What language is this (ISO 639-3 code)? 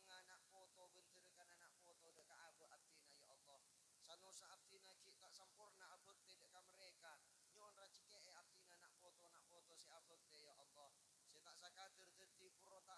mad